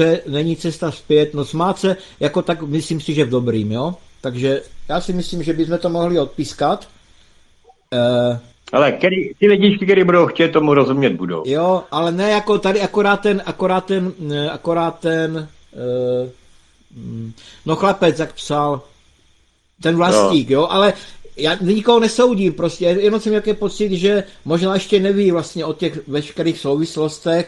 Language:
Czech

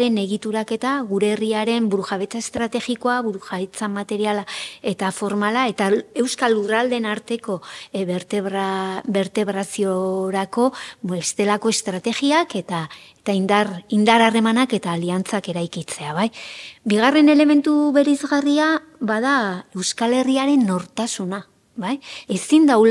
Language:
Basque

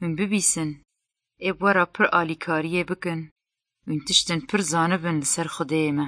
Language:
Central Kurdish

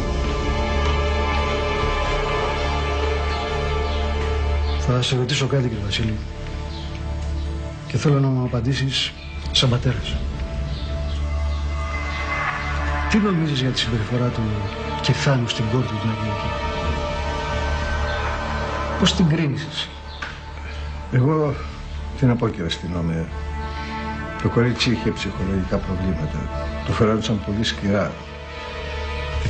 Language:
Greek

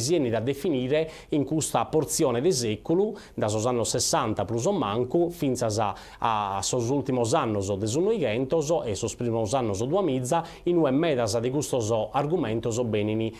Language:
Sardinian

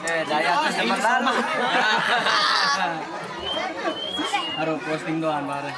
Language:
Sasak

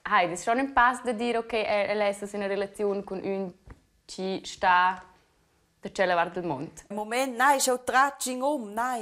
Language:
Romansh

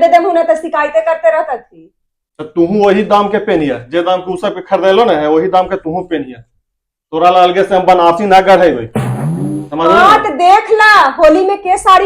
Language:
Magahi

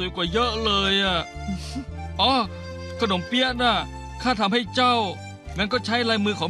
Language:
Thai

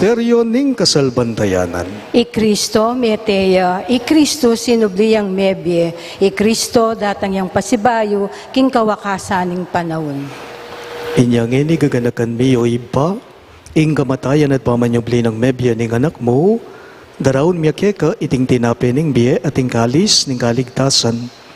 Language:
Pampanga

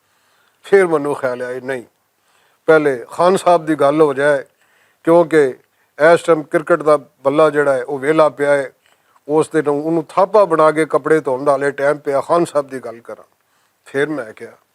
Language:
Western Panjabi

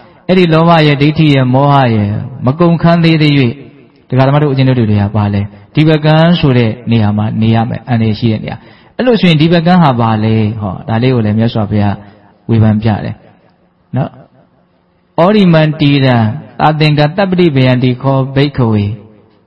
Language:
Burmese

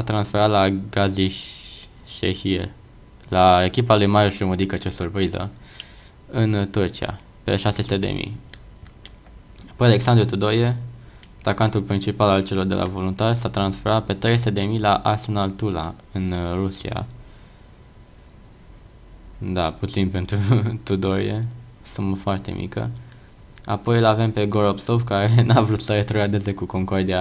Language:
Romanian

